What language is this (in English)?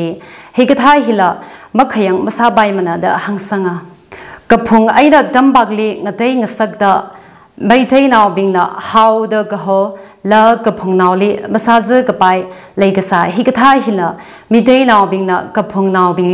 Tangkhul Naga (India)